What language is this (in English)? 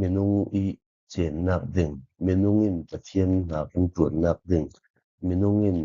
Falam Chin